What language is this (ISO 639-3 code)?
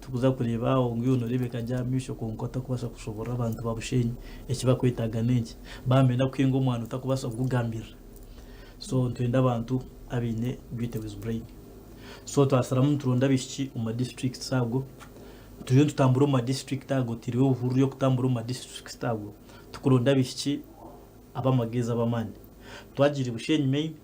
nyn